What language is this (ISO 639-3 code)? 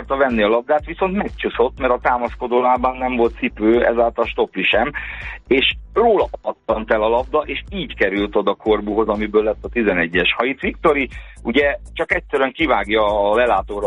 hun